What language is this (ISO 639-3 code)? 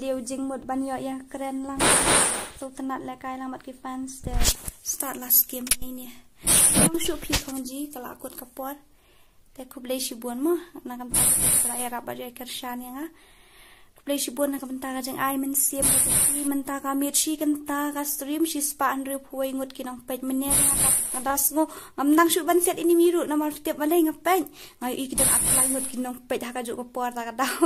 kha